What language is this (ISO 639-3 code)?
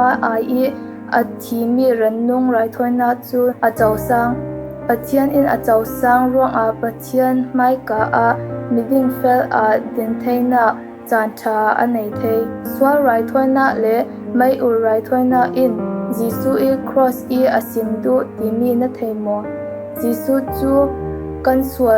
cfm